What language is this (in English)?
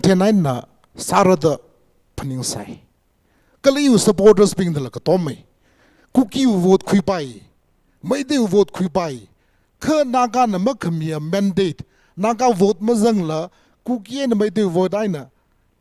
Tangkhul Naga (India)